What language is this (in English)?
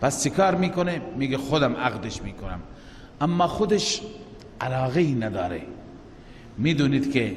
Persian